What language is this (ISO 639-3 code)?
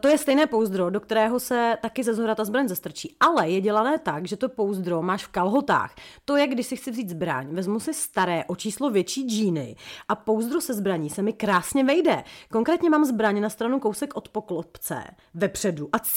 ces